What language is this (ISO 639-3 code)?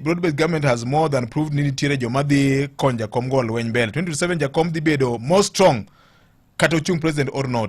luo